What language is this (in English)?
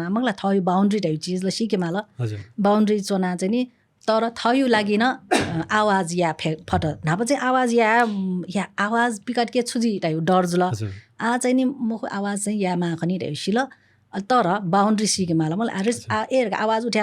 Newari